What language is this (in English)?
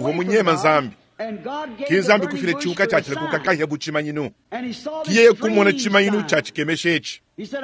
Luba-Lulua